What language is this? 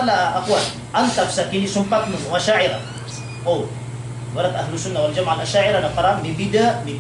Maranao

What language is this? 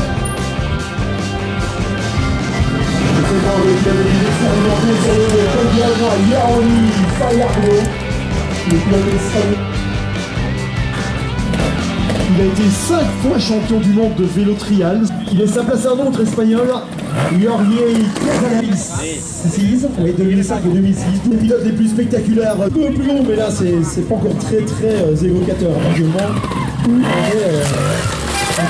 French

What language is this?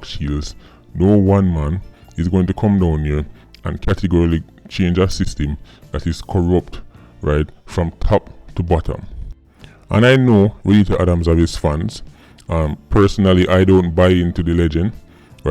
Jamaican Creole English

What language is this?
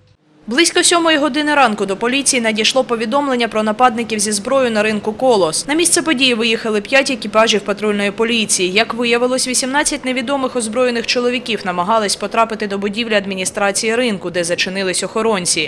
Ukrainian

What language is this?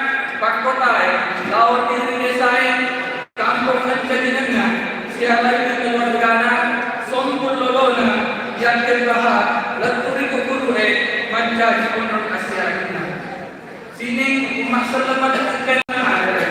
Buginese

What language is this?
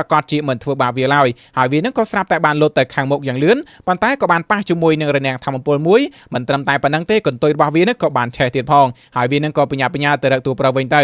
Khmer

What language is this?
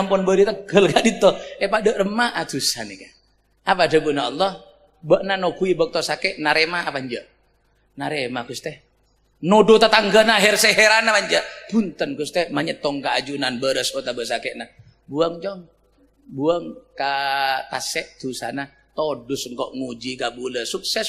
Madurese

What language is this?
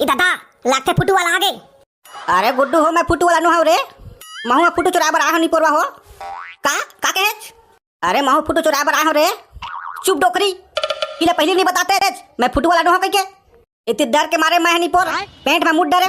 Chhattisgarhi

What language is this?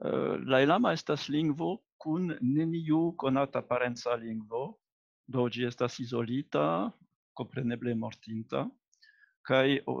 Esperanto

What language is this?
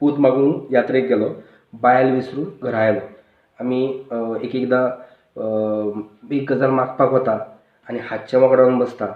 Konkani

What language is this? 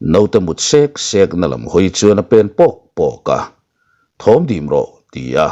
Mizo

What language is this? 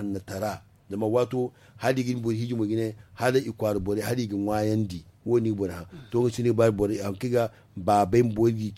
Zarma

